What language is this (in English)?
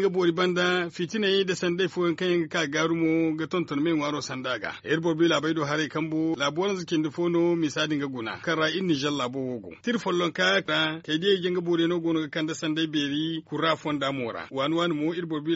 Zarma